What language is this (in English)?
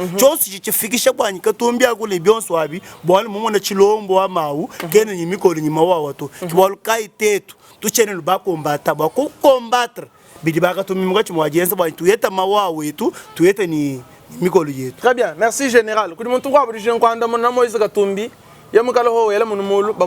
Luba-Lulua